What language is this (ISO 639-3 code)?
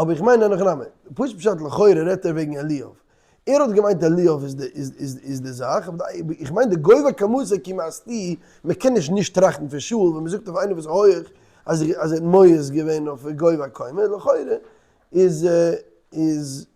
yid